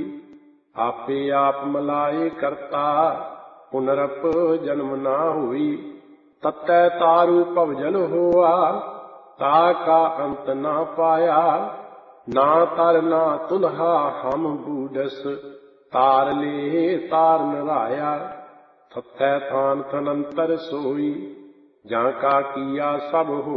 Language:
Punjabi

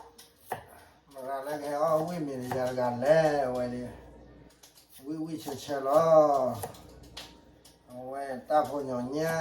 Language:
S'gaw Karen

